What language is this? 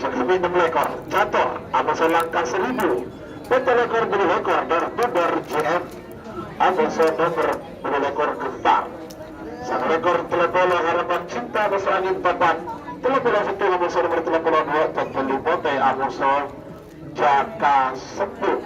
Madurese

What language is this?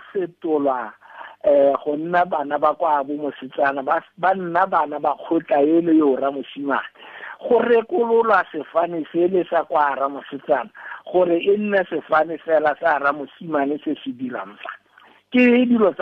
Tswana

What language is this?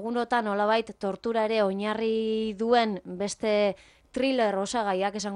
Basque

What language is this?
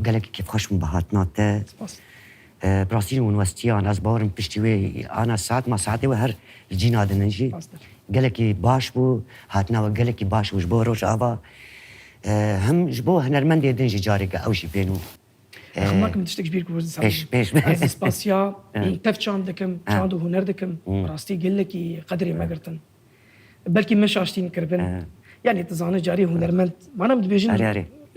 Kurdish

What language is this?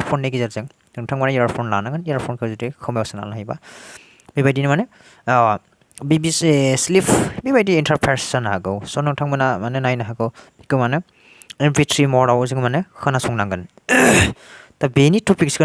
Bodo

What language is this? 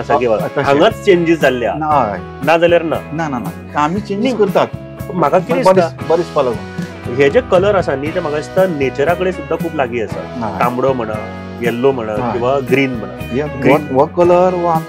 Konkani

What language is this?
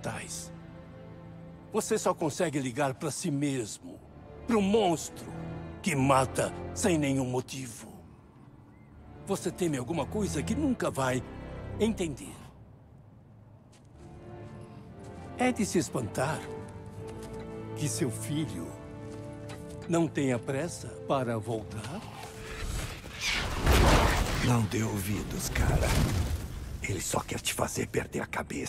Portuguese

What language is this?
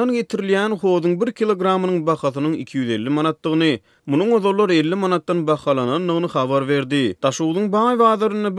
Turkmen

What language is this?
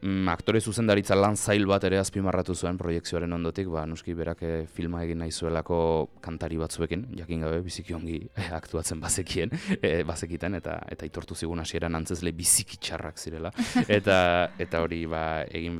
Basque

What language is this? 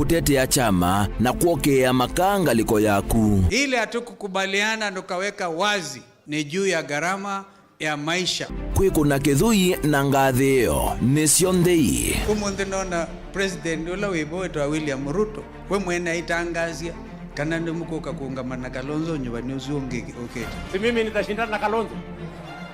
Kamba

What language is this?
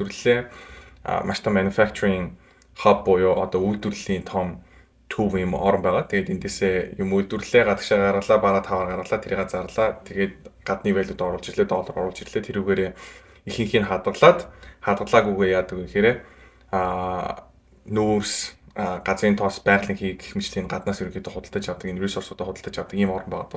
Mongolian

